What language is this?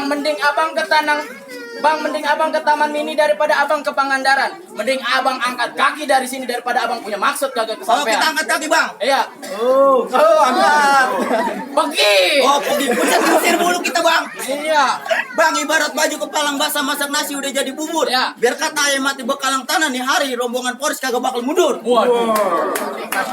Betawi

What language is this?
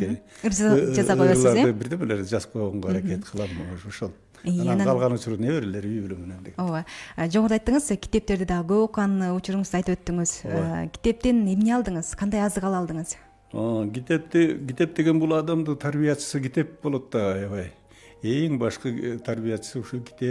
Kyrgyz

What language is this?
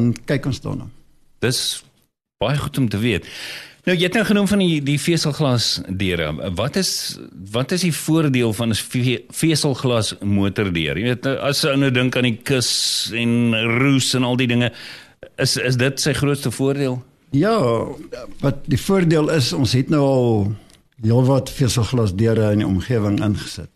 Afrikaans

